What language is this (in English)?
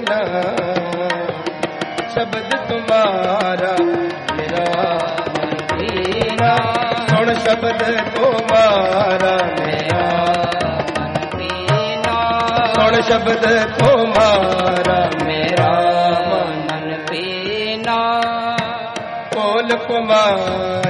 Punjabi